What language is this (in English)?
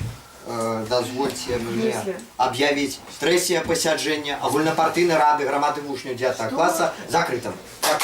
Belarusian